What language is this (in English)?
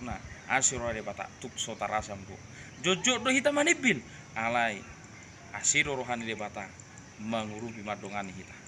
Batak Toba